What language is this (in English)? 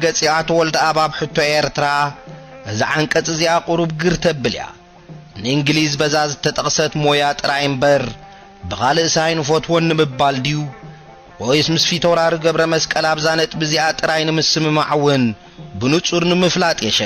Tigrinya